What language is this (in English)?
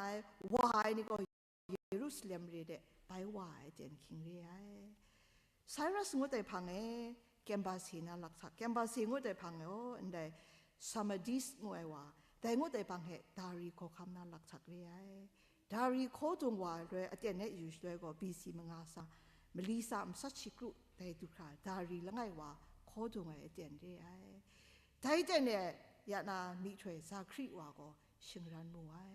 Kachin